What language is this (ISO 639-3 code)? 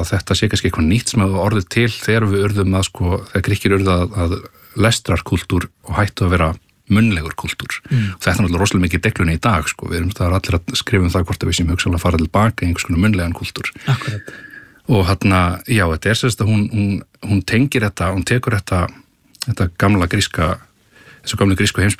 isl